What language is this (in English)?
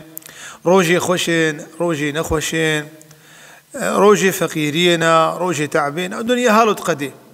Kurdish